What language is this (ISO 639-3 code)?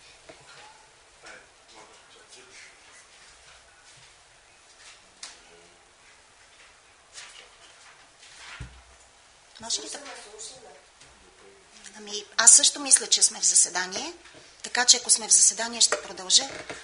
bul